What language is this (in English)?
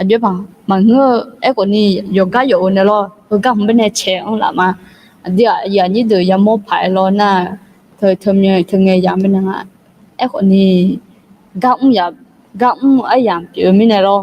Akha